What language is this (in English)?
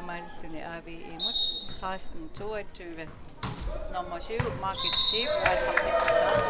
Kalaallisut